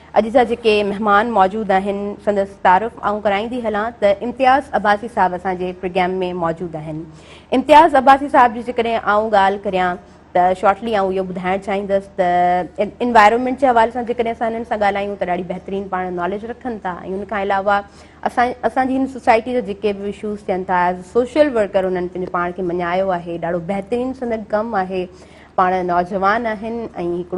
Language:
Sindhi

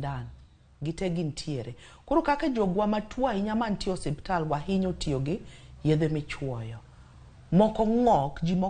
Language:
Luo (Kenya and Tanzania)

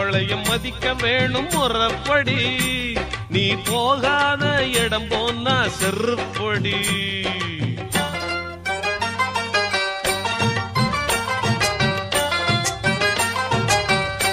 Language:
Tamil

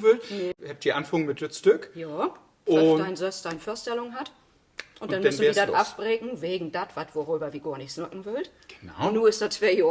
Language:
Low German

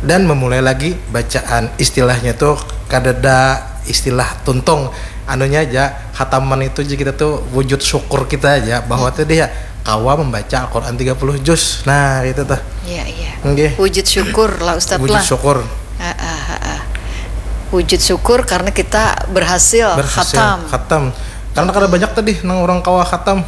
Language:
Banjar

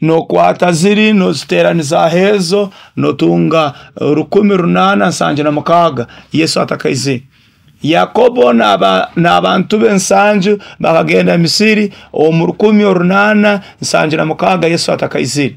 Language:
Nyoro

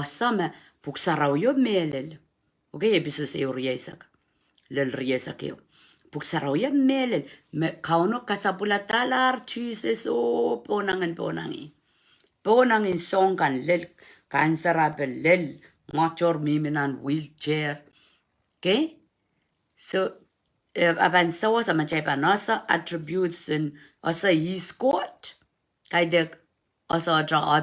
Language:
Pohnpeian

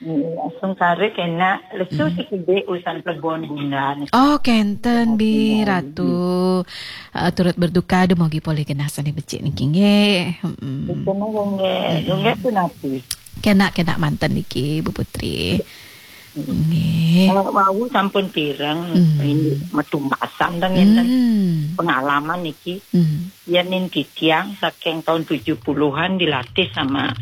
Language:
Balinese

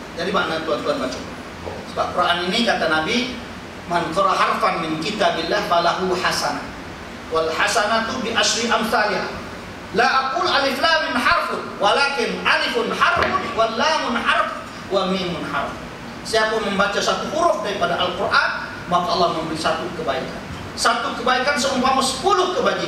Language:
Malay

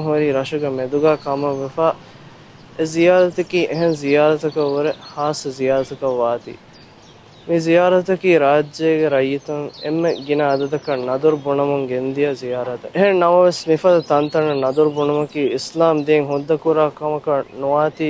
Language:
Divehi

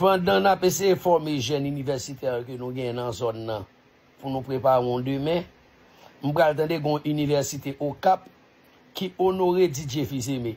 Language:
Haitian Creole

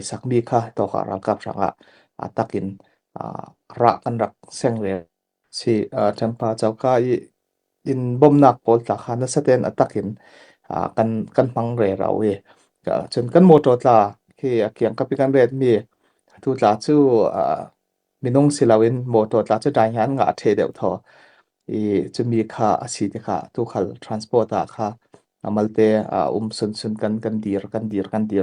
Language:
Falam Chin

